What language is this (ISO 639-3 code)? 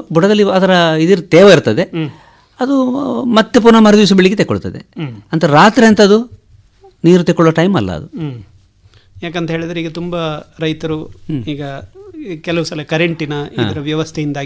kan